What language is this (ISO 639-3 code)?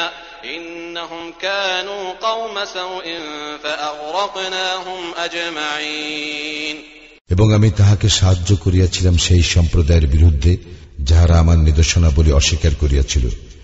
ben